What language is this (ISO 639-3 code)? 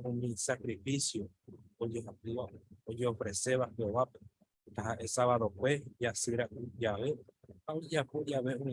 grn